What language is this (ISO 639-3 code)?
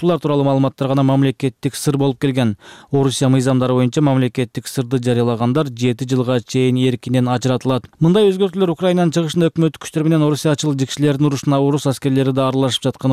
kir